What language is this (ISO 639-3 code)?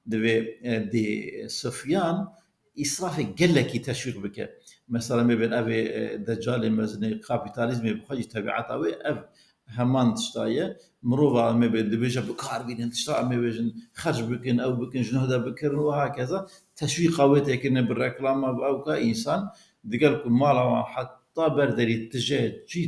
kur